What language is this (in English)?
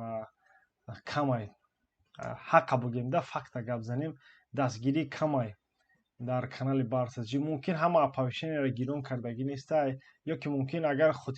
Tajik